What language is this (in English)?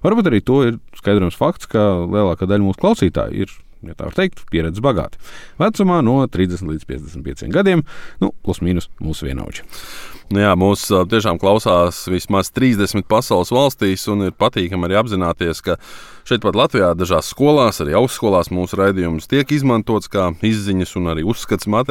Latvian